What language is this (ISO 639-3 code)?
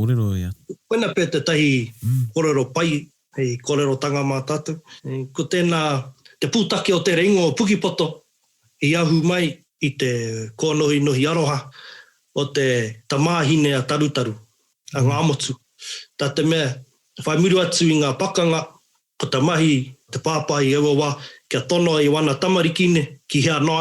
mri